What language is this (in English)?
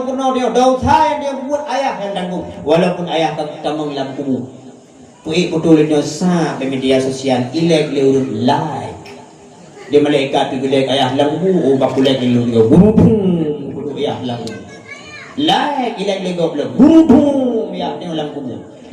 Achinese